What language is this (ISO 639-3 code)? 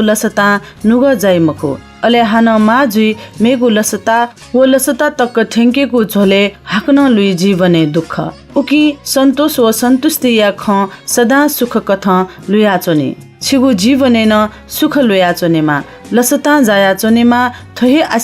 new